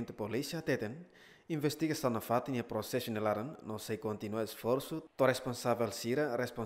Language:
Tetum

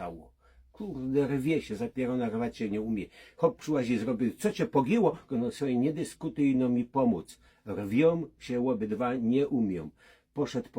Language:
Silesian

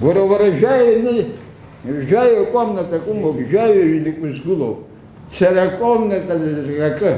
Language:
Abkhazian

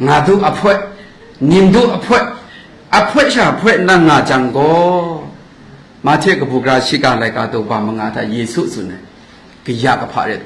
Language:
Kachin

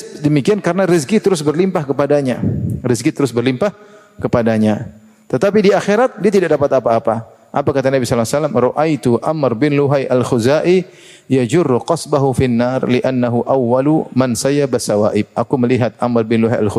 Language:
Indonesian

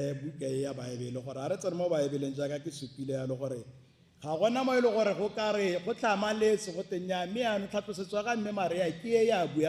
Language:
Tswana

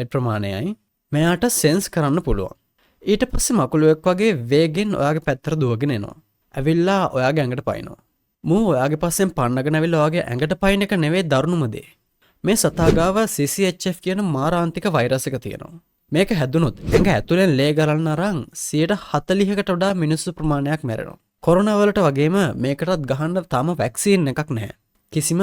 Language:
Sinhala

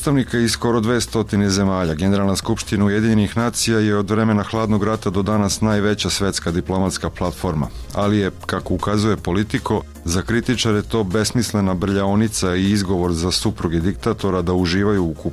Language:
Serbian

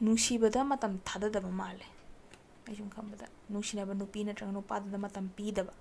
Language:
Manipuri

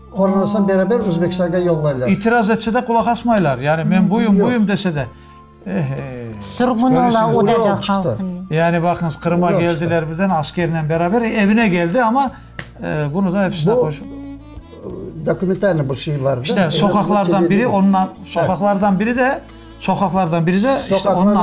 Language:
Crimean Tatar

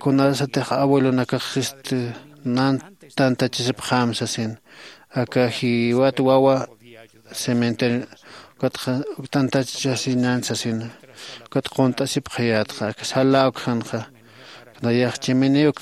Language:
Aymara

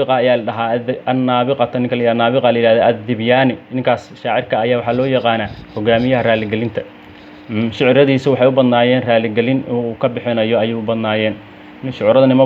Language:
Somali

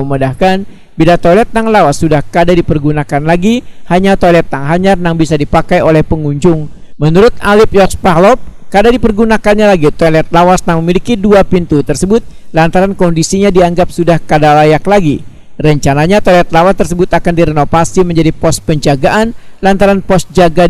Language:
Banjar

